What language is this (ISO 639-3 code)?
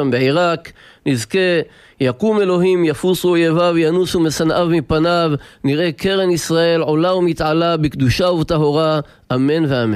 heb